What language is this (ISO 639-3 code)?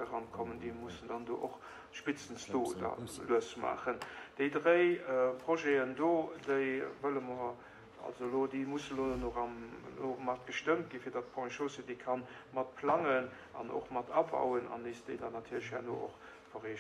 ltz